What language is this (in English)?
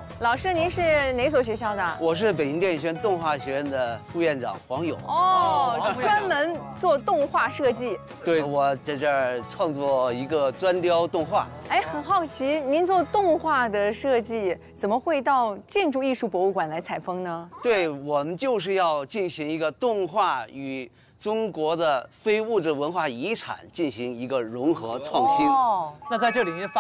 Chinese